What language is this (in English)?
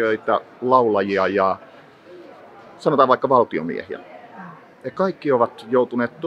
Finnish